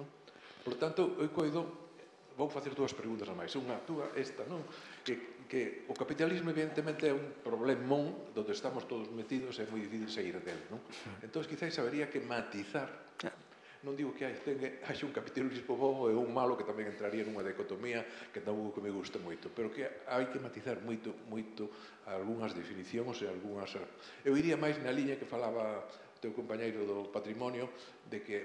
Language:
Galician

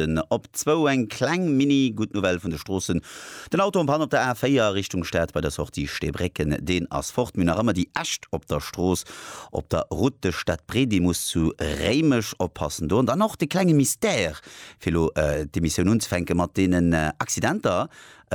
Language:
Luxembourgish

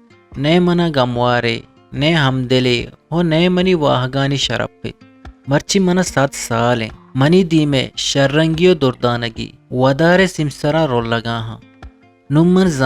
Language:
Eastern Balochi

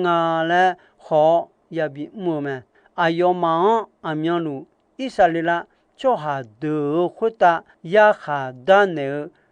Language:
Akha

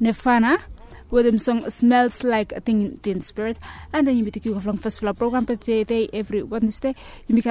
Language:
Bislama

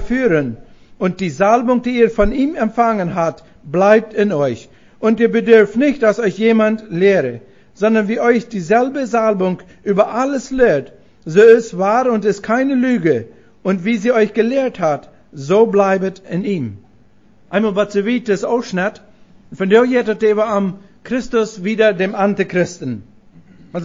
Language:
Plautdietsch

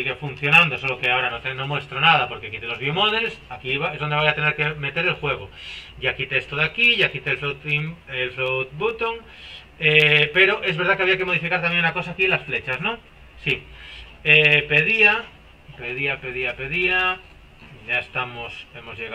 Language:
Spanish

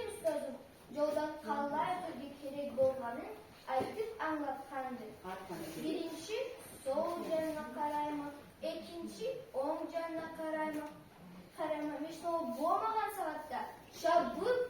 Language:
Karachay-Balkar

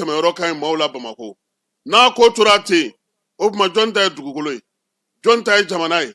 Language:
Bambara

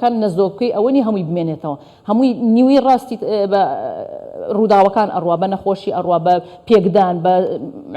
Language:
Central Kurdish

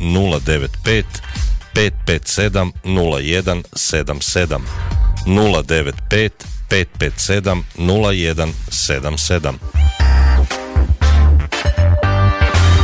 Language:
Croatian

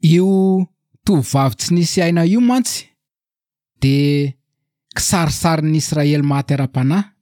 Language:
Malagasy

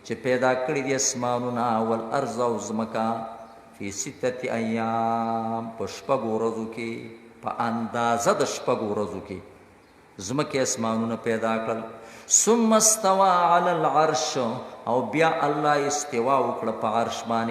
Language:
Pashto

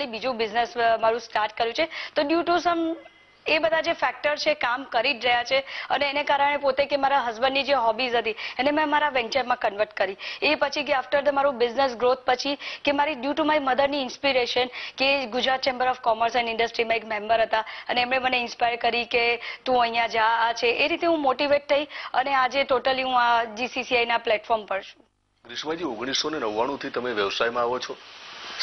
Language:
Gujarati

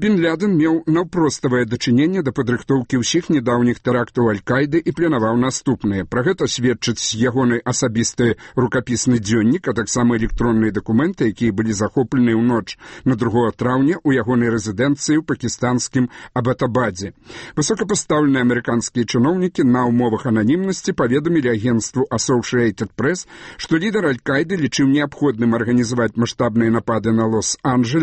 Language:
Belarusian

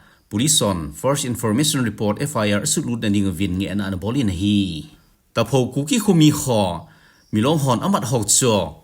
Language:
Thado Chin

